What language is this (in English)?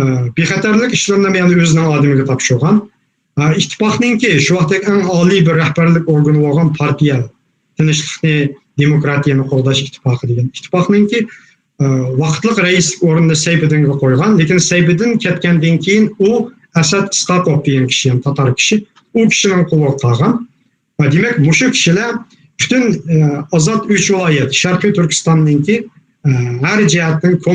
Uyghur